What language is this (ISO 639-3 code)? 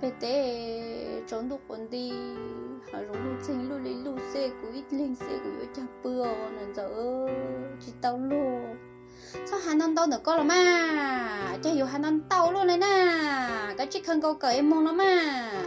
hmn